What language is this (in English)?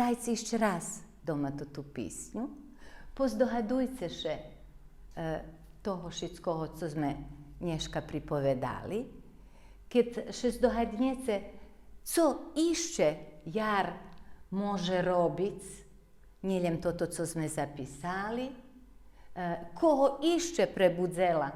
Rusyn